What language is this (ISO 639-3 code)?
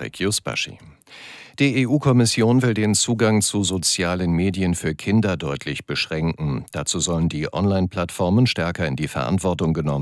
deu